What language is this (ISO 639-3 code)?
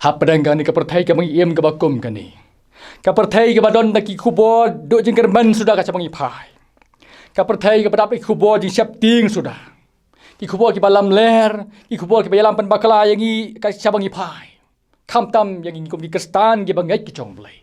kha